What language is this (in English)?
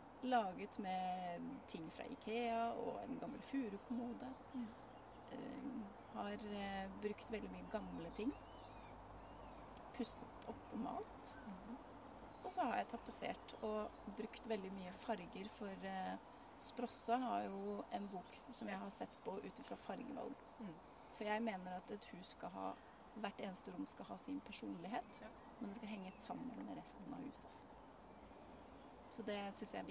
Norwegian